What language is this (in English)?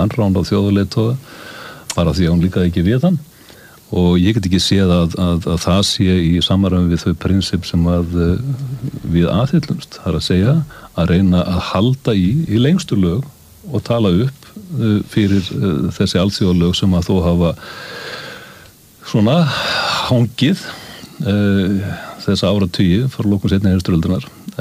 Icelandic